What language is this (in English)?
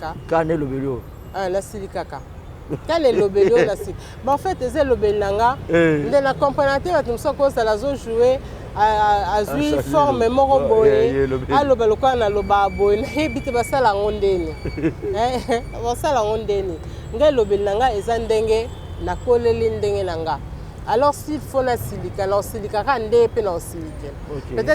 Lingala